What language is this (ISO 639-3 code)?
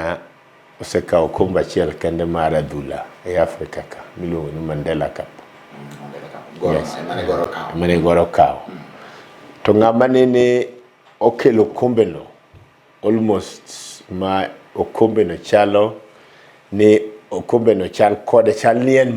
luo